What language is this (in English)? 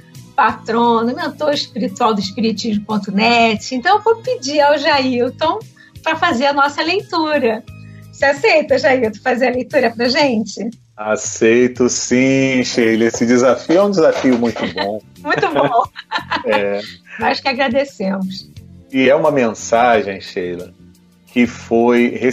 Portuguese